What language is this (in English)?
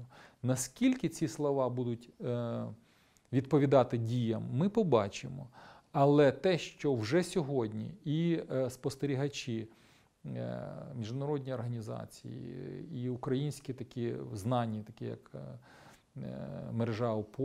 Ukrainian